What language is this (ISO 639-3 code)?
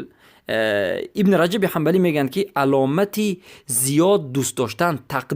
fas